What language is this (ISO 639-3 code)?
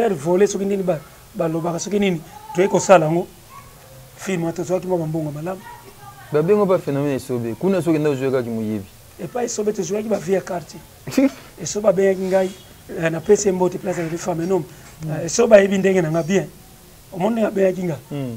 lin